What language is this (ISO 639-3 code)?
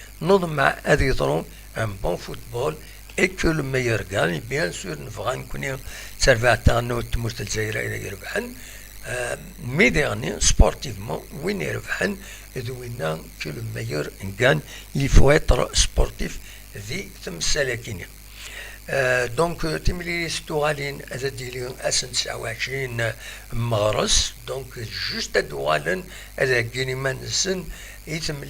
kab